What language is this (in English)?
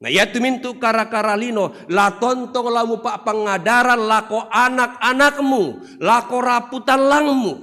Toraja-Sa'dan